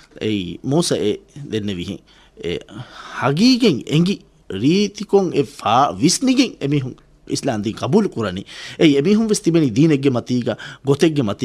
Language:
Divehi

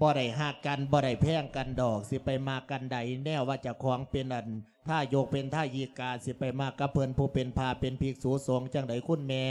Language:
Lao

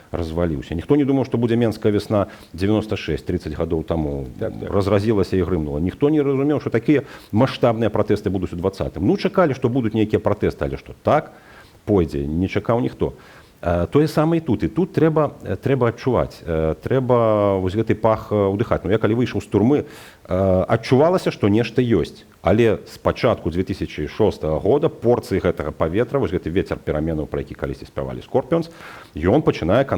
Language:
Belarusian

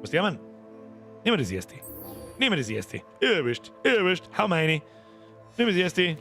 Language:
Bavarian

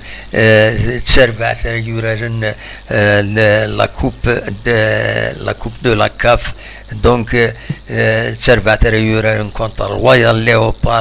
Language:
Kabyle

